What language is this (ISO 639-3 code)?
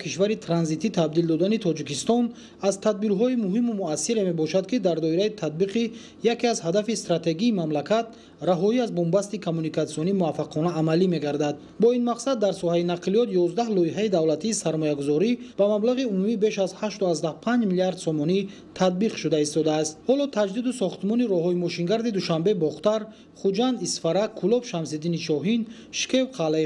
tgk